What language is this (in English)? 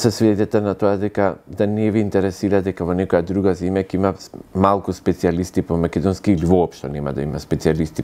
Macedonian